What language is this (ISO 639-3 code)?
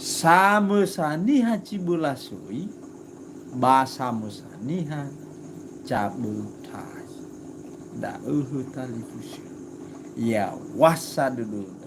nia